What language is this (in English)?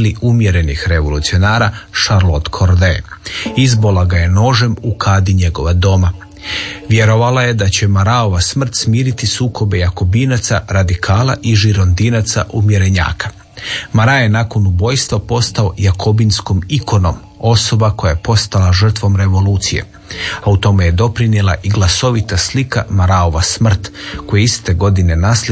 Croatian